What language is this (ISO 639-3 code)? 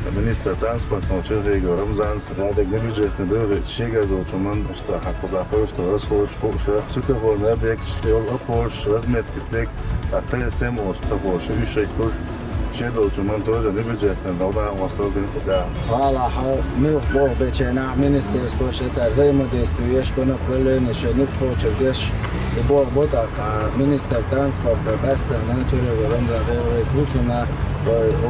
che